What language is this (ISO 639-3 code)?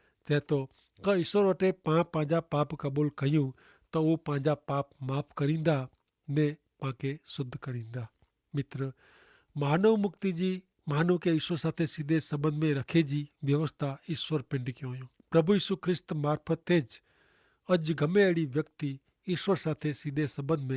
kfr